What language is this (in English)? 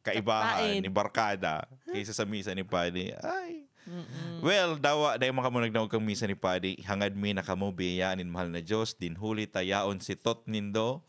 Bikol